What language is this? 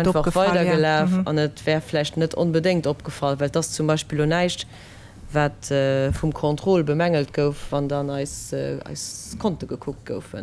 Luxembourgish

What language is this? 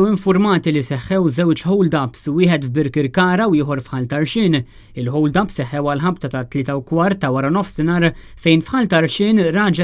Maltese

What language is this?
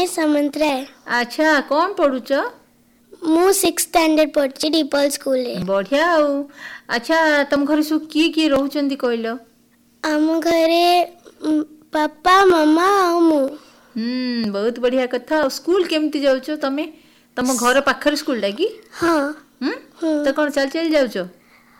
Odia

